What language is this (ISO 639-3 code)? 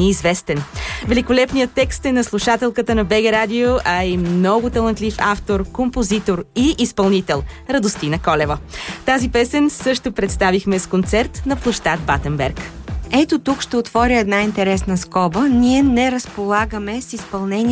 bul